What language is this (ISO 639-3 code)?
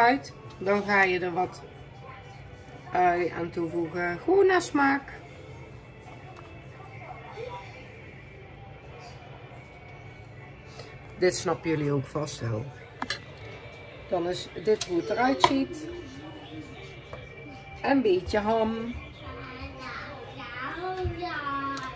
nld